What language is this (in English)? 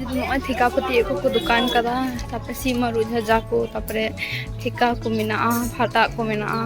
Santali